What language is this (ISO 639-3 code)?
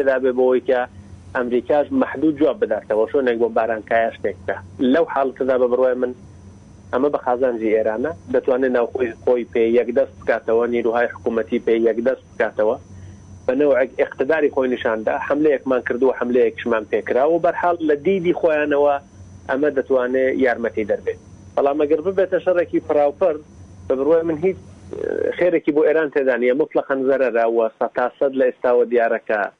ckb